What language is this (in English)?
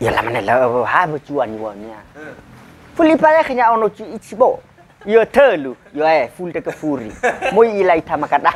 Nias